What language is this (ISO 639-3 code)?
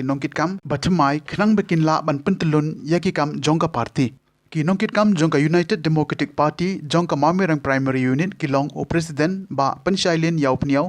kha